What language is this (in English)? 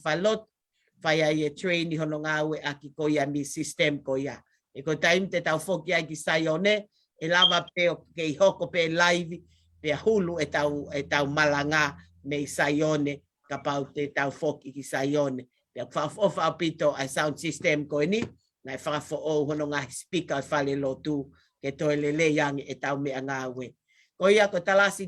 Tongan